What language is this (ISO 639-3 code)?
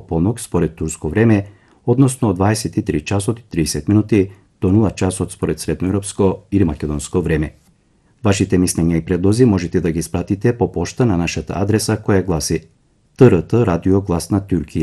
mkd